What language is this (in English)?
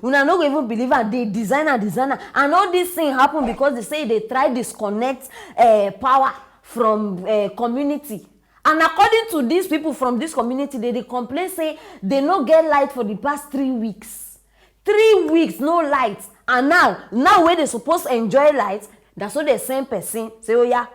Nigerian Pidgin